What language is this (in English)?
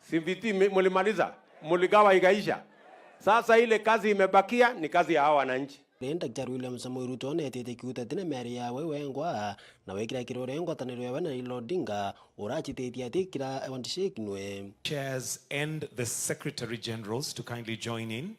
Meru